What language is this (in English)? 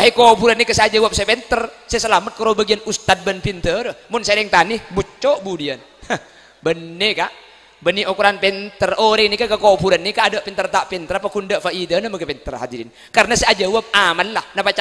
Madurese